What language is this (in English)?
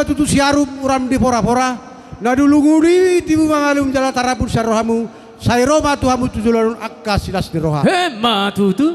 Batak Toba